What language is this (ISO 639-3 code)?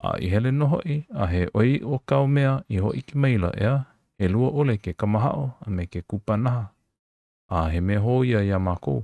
haw